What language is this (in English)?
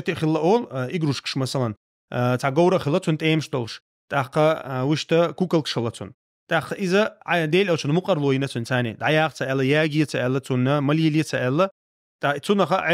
Chechen